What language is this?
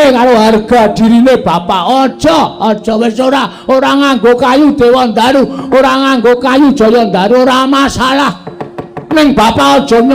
Javanese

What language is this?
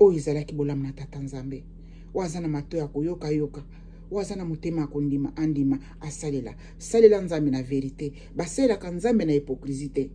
Lingala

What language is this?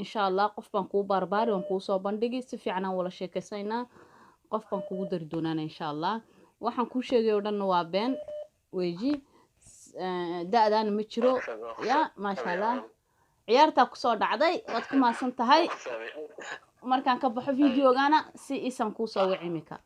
Somali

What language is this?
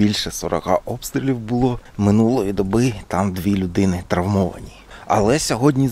Ukrainian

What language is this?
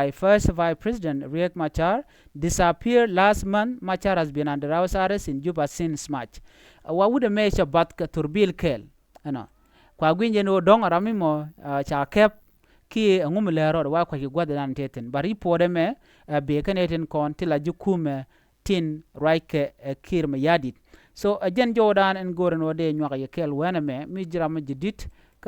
Nuer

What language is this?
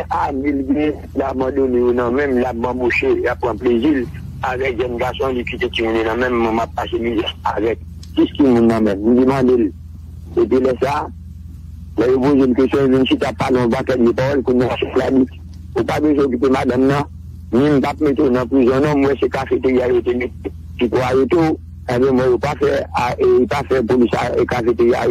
Haitian Creole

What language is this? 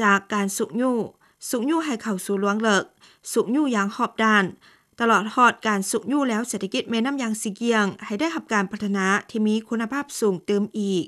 Lao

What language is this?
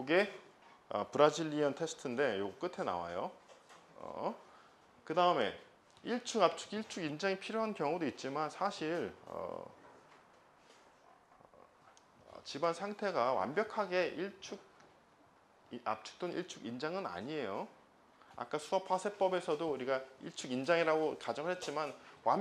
Korean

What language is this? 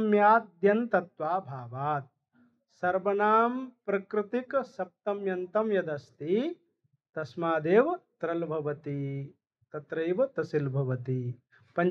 Sanskrit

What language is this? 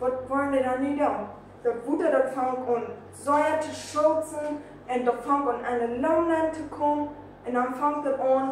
Plautdietsch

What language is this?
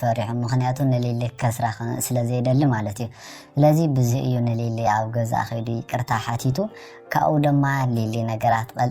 Tigrinya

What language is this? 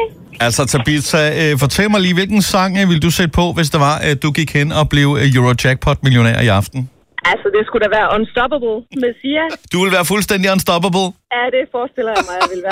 Danish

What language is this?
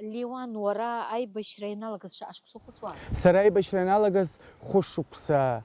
Abkhazian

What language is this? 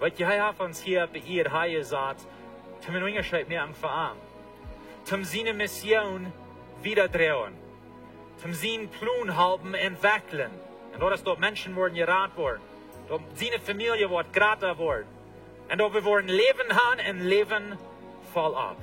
Plautdietsch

